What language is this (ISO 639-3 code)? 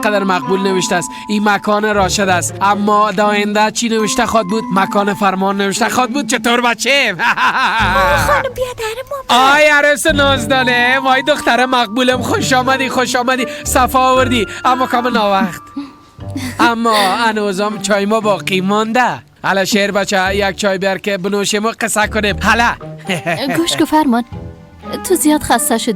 fas